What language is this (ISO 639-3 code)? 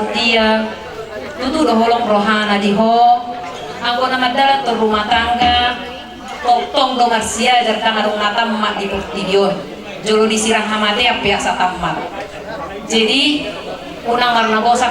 bbc